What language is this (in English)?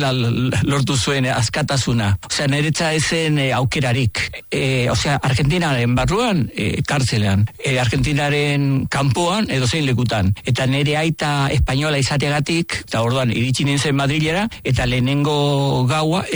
Basque